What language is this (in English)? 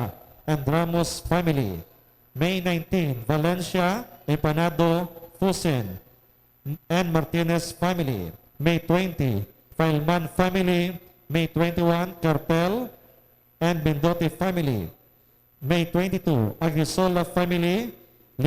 Hiligaynon